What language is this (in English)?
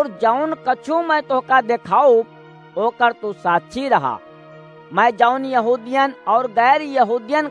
Awadhi